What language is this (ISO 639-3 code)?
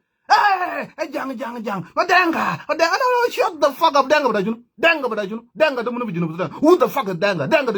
nus